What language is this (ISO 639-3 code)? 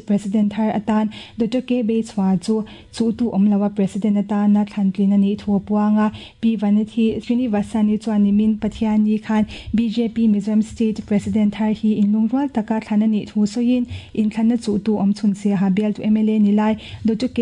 lus